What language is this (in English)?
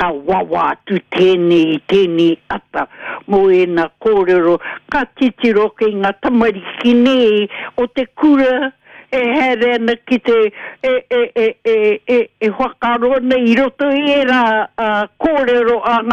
Māori